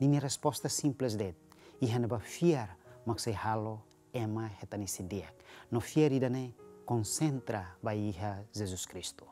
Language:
Tetum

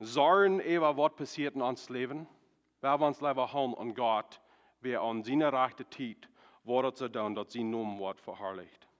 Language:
Plautdietsch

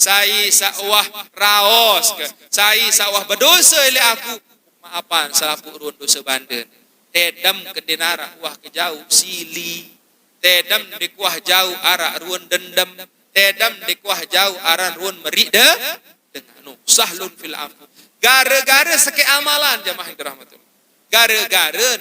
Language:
Sasak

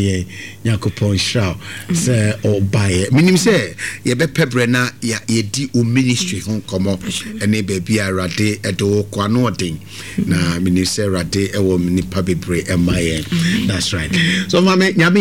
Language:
Akan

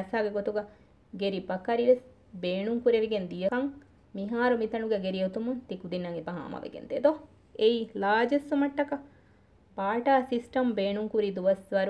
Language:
Divehi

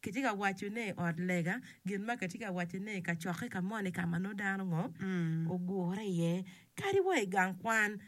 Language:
Acoli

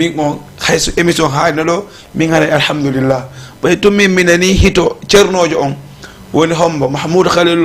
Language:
Fula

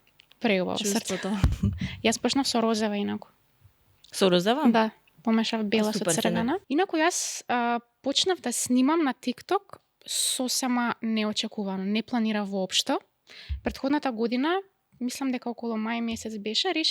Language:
Macedonian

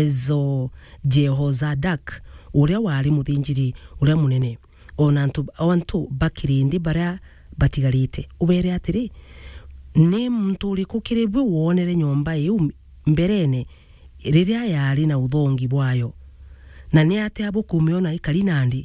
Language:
Meru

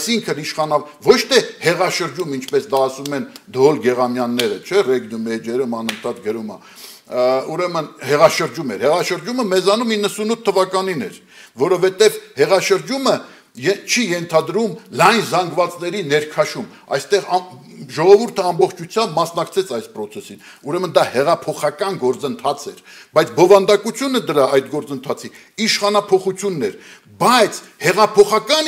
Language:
Armenian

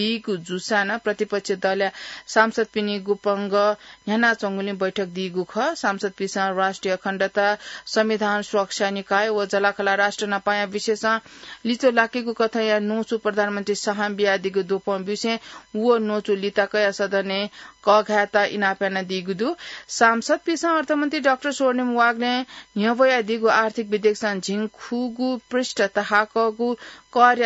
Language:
Newari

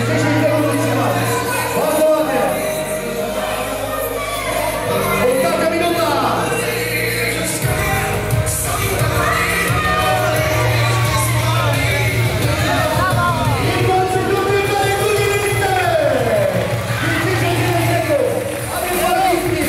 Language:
Polish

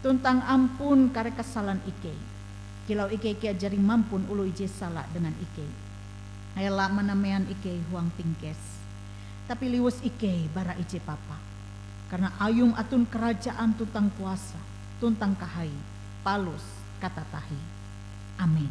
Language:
Ngaju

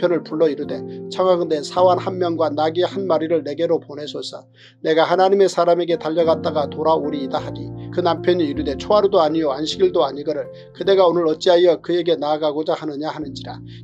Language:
Korean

